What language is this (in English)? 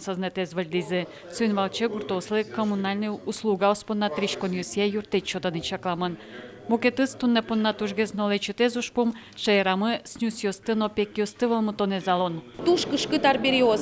Udmurt